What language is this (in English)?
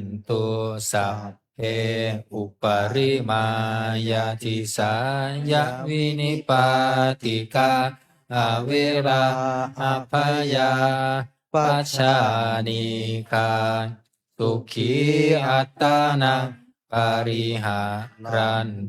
Pali